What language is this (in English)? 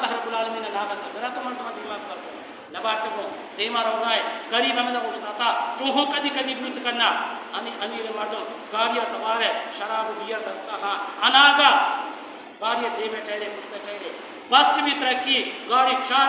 Baluchi